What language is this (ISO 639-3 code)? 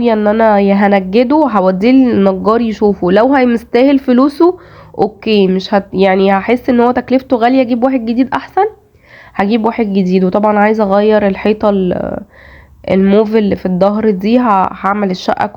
arz